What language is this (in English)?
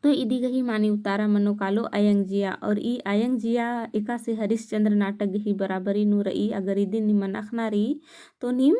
Kurukh